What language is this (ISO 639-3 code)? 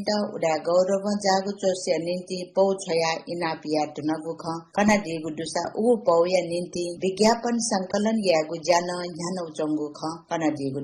new